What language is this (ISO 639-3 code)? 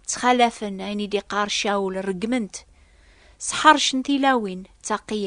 kab